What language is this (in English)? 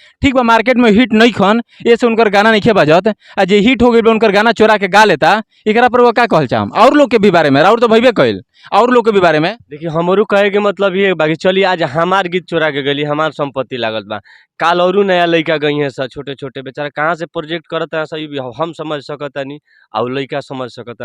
Bhojpuri